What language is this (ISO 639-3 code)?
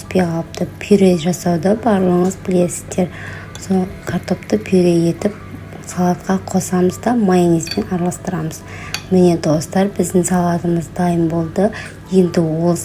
kaz